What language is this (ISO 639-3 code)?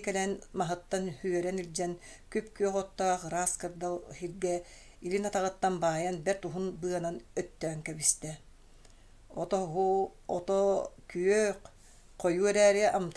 sah